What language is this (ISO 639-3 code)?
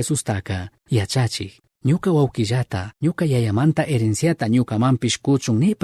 qug